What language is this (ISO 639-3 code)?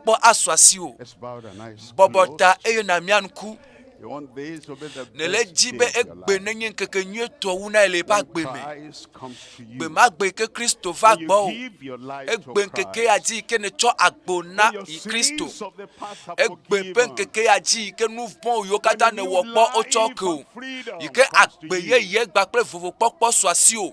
ewe